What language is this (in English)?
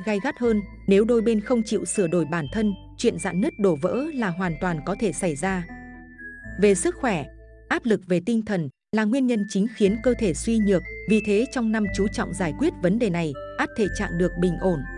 Vietnamese